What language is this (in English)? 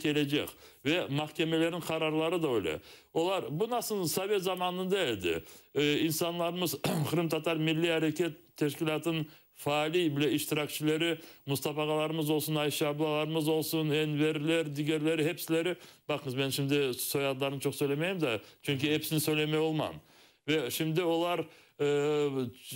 Crimean Tatar